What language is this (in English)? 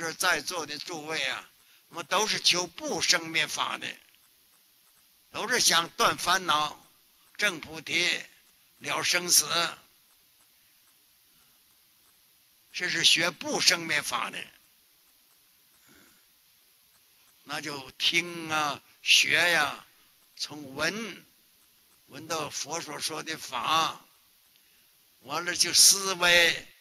Chinese